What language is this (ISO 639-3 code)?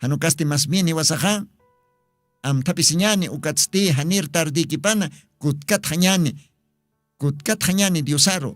aym